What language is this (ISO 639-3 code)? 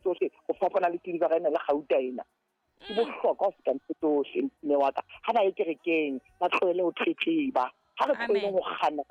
sot